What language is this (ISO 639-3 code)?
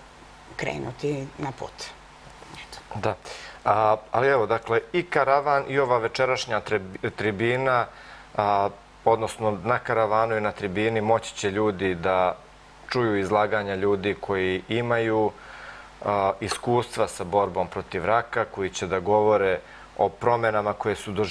srp